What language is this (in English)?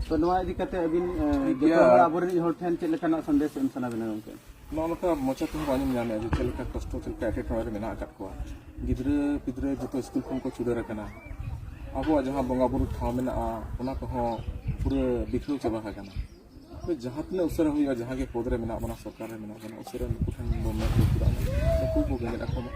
Santali